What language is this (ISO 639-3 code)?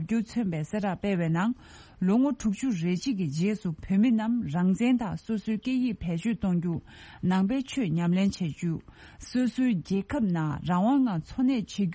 bod